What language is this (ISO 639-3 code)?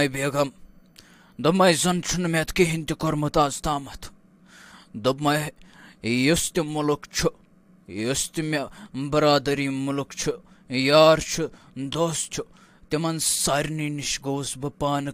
kas